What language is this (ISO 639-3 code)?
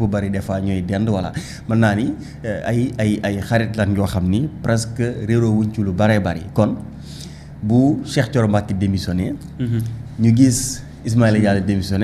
wol